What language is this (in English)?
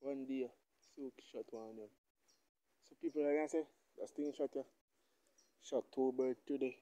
Jamaican Creole English